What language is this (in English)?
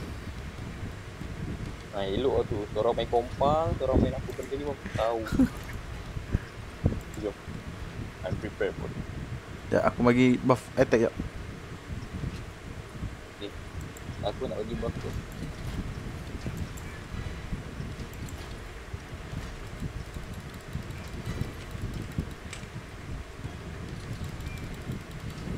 Malay